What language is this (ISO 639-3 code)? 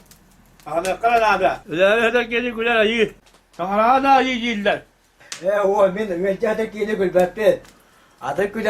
sah